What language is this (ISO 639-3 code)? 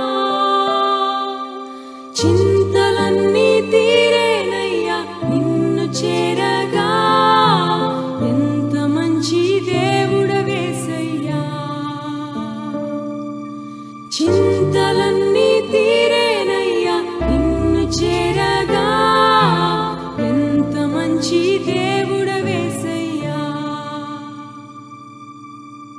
tel